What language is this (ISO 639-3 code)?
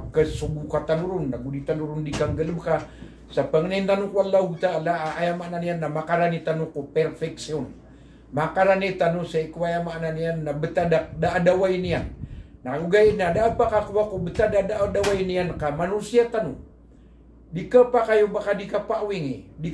mrw